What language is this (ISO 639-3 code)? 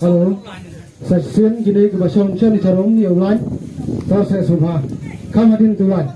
kha